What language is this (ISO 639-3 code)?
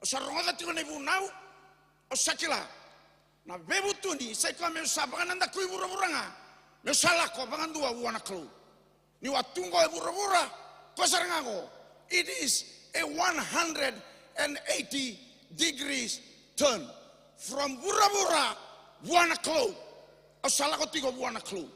fij